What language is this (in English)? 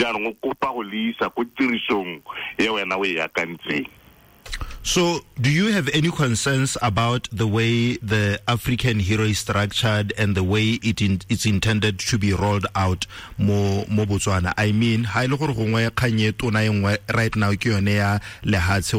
Tswana